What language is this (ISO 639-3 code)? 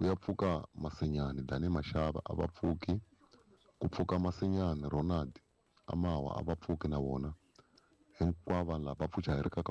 tso